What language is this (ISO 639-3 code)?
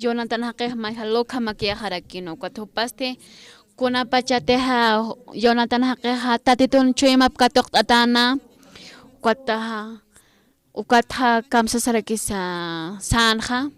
aym